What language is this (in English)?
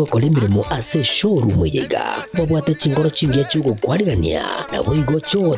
Gusii